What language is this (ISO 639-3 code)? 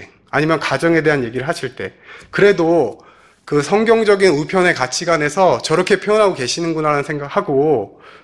kor